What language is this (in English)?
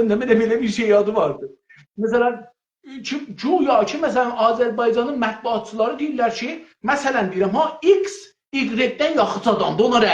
South Azerbaijani